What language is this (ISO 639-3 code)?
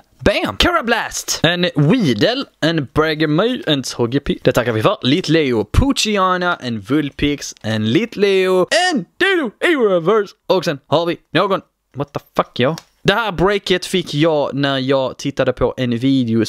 swe